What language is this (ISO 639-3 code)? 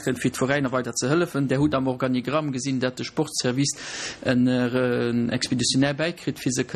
ltz